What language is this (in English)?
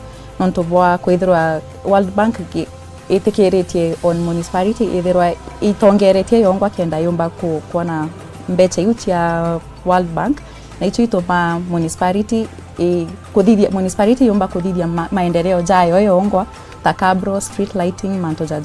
Meru